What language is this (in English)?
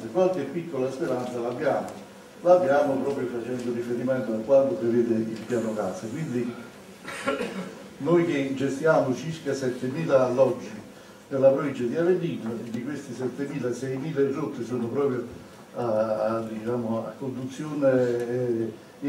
Italian